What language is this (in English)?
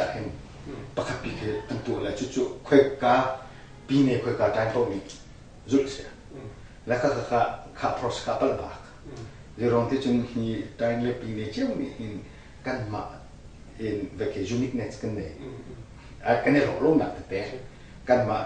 Hakha Chin